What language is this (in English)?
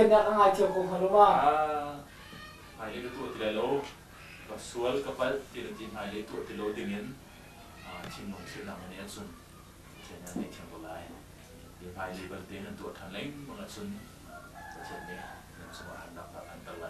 Hakha Chin